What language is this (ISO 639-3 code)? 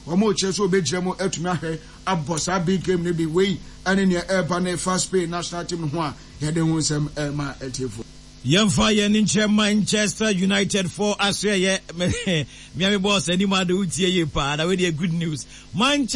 aka